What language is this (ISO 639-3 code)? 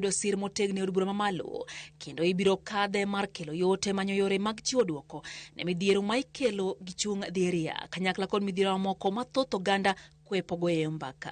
luo